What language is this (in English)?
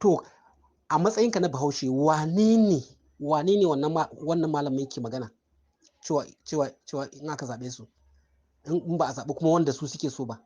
Hausa